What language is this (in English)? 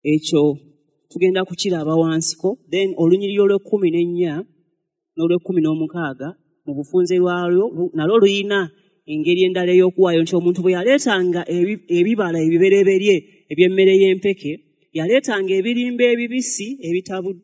Ganda